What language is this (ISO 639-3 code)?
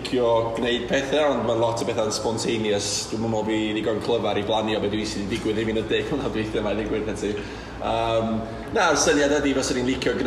cym